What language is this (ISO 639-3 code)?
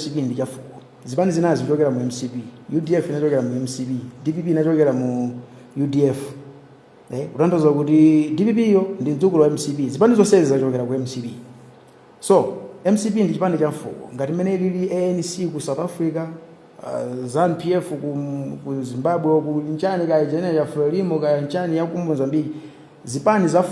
nya